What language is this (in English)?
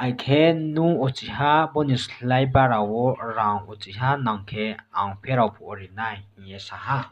Riang (India)